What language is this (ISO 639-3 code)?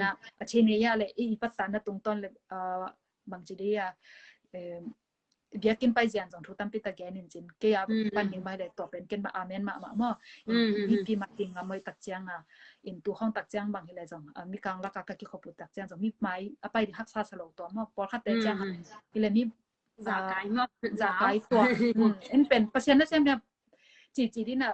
ctd